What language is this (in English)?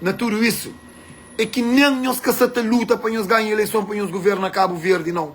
Kabuverdianu